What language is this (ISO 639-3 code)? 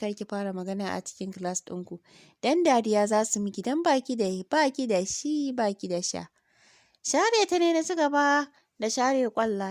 hau